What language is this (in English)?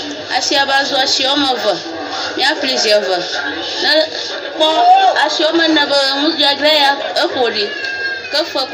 Ewe